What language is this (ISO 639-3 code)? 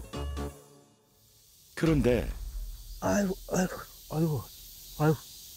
kor